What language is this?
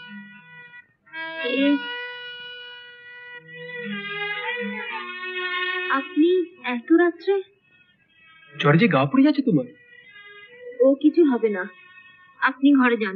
Bangla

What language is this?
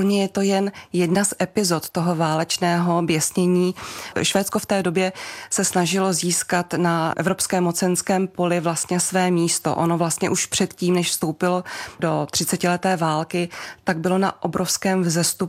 Czech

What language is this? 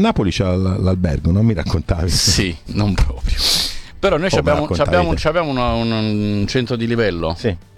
Italian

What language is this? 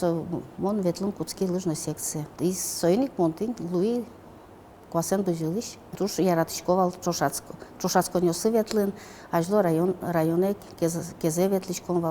Udmurt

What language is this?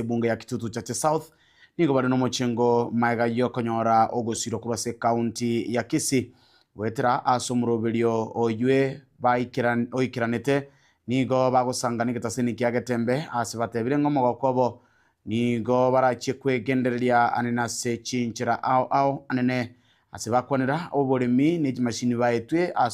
Gusii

